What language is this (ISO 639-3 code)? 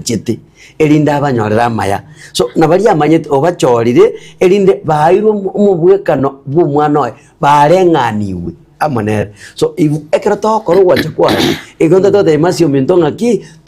guz